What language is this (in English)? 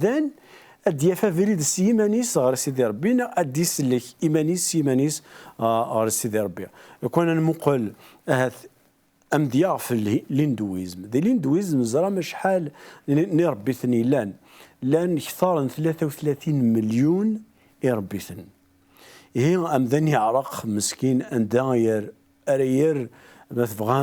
Kabyle